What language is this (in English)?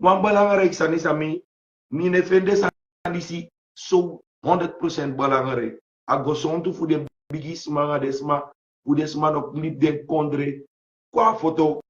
Sranan Tongo